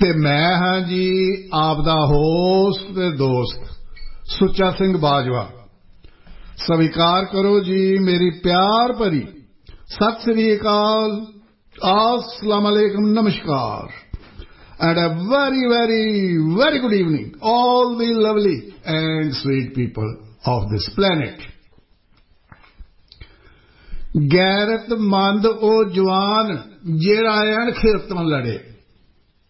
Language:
Punjabi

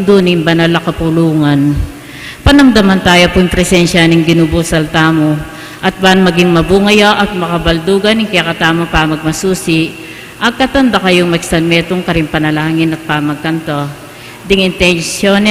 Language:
Pampanga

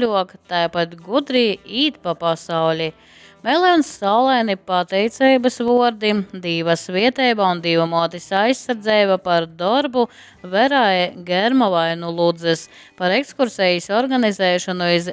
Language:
Latgalian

